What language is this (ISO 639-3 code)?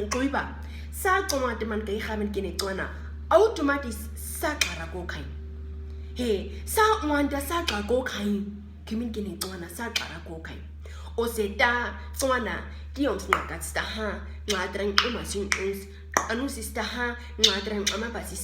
naq